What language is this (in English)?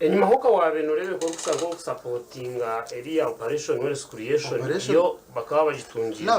Nyankole